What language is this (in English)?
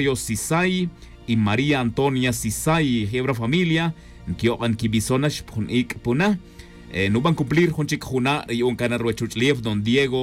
Tz'utujil